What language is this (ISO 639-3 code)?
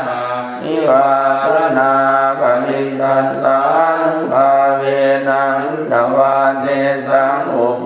pli